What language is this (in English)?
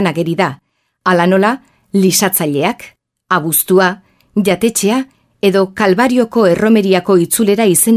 Basque